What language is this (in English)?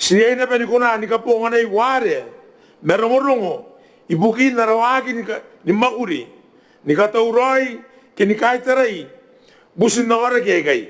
Gilbertese